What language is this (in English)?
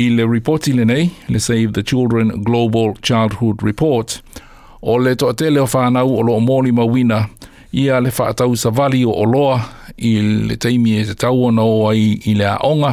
Samoan